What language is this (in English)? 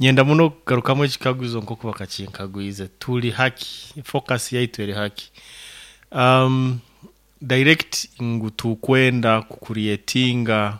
Nyoro